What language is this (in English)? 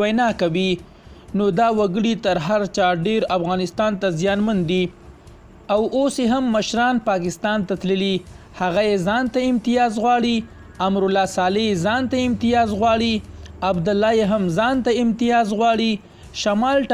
Pashto